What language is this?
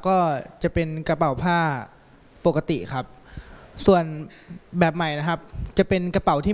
Thai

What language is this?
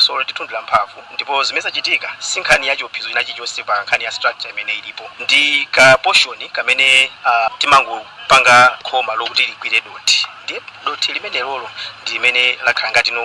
Nyanja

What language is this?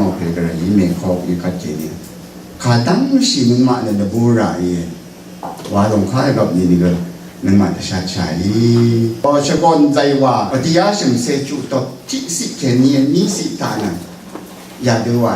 Rawang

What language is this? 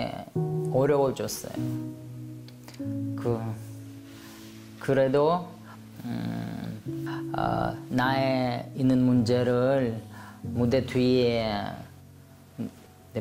Korean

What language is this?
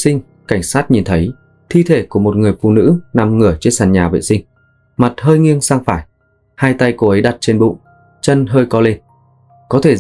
Vietnamese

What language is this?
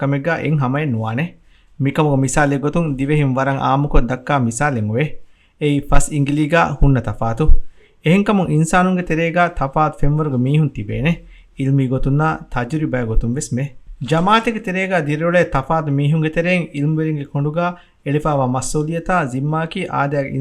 Divehi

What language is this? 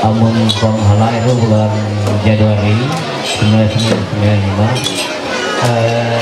Ma'anyan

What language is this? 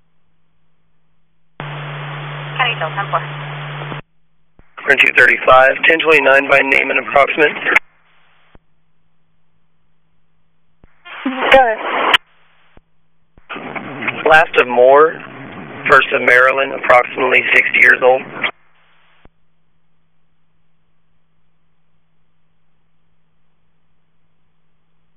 English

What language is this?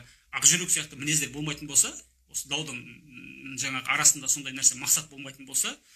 Kazakh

